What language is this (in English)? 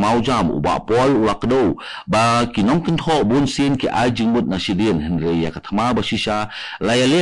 Khasi